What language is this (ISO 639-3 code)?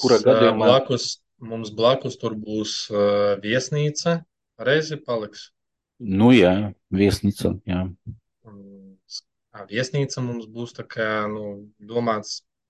lav